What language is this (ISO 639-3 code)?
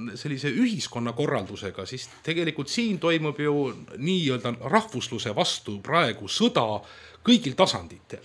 est